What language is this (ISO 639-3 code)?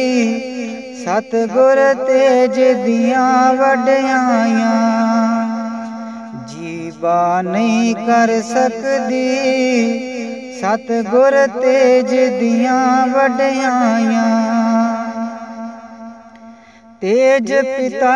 pan